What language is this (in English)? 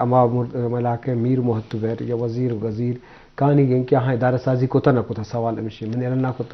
Eastern Balochi